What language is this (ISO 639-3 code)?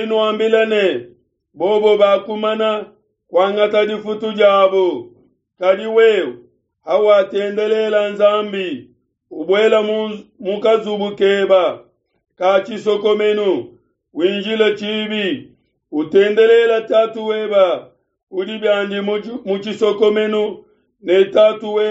lua